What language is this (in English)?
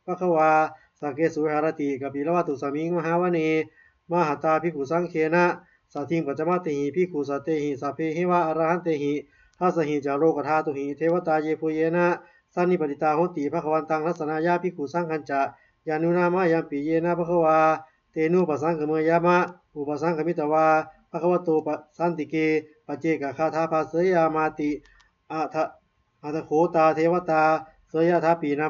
Pali